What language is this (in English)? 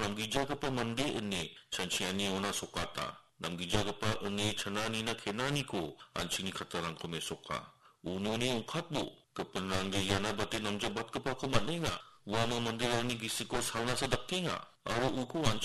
Garo